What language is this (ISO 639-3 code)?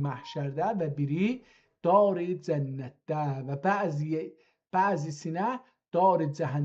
azb